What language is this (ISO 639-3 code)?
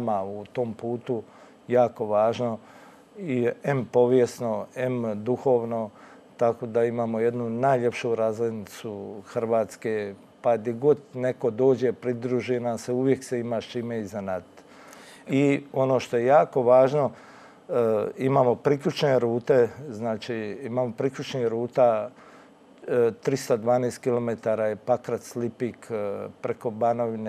hrv